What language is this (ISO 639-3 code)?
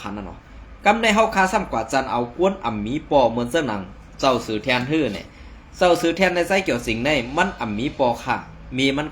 shn